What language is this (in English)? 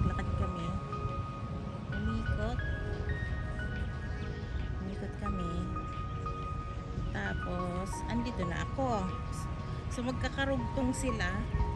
Filipino